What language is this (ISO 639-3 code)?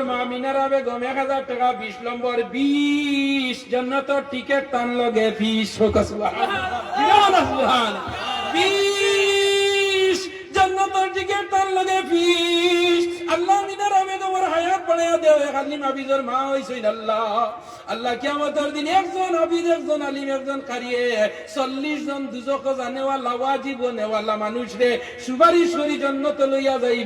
syl